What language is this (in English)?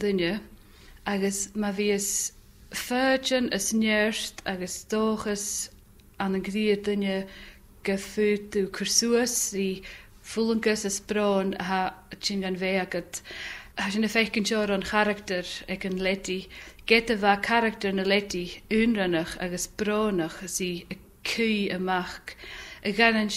Scottish Gaelic